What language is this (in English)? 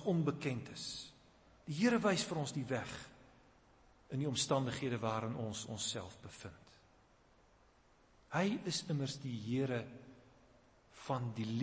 Afrikaans